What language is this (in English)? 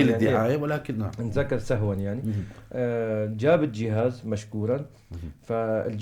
North Levantine Arabic